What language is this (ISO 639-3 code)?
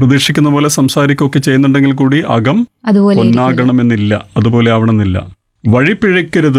mal